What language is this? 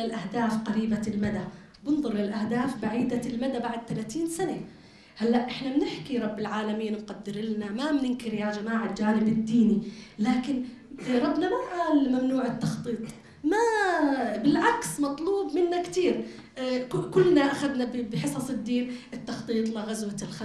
North Levantine Arabic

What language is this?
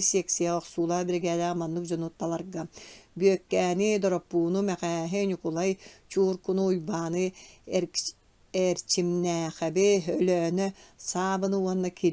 Yakut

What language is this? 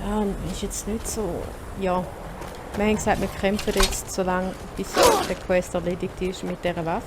Swiss German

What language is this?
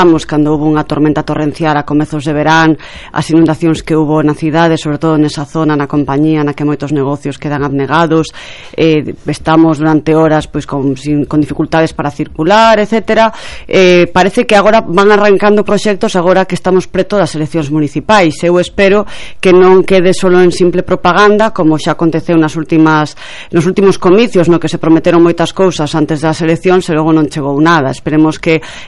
Galician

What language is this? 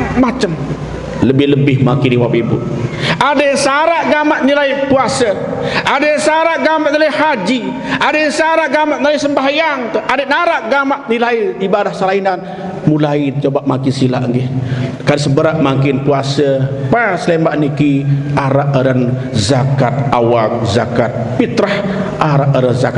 Sasak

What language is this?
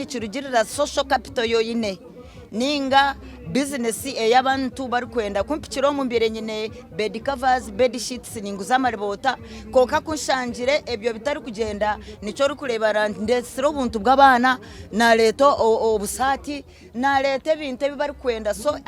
Nyankole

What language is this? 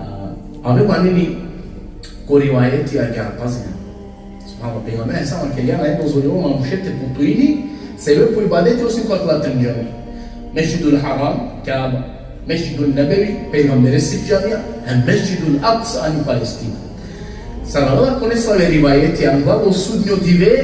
Balkan Romani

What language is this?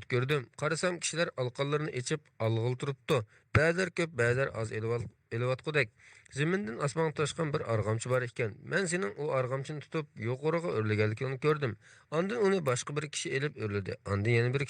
Uyghur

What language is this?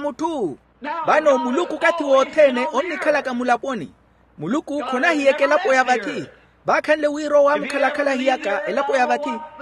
Makhuwa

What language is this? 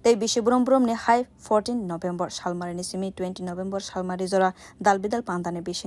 Kok Borok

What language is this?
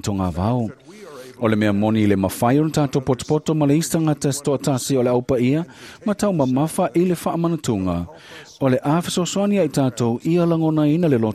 Samoan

